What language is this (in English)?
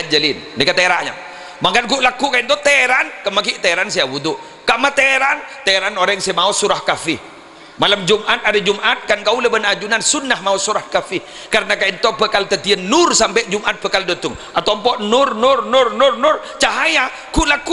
Madurese